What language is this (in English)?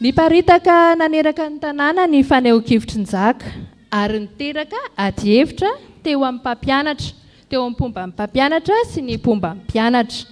Malagasy